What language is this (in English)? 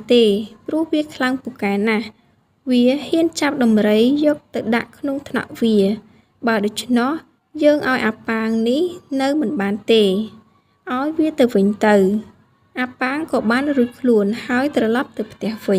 Khmer